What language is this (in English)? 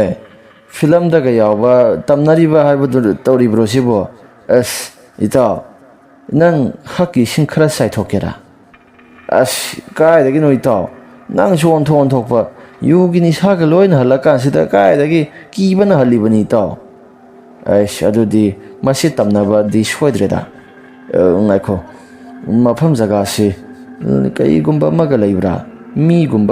Manipuri